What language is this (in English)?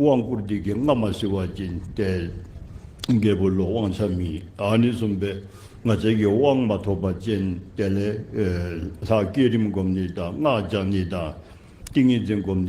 Dzongkha